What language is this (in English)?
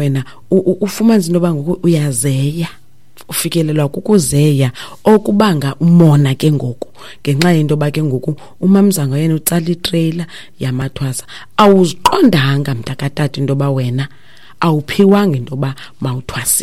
Xhosa